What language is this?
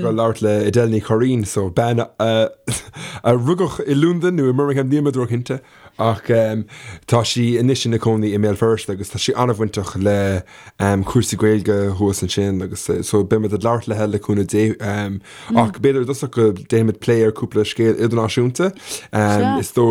Irish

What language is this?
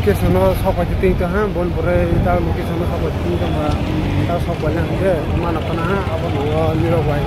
Kok Borok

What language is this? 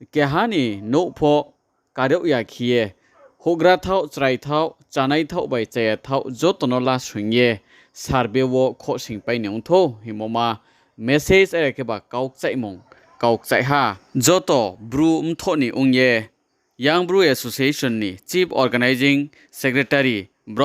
Riang (India)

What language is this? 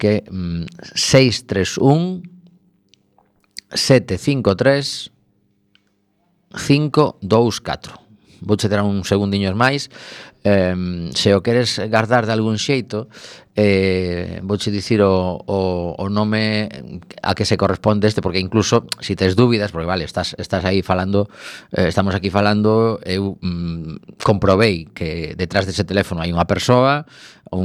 Galician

